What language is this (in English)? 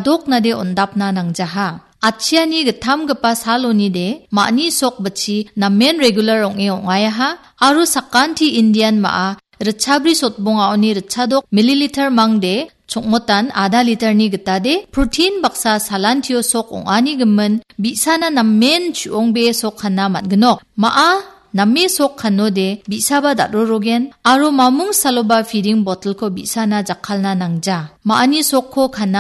Garo